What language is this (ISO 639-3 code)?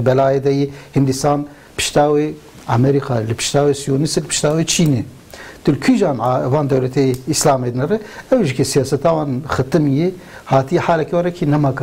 kur